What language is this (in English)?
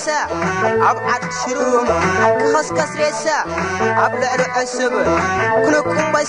Tigrinya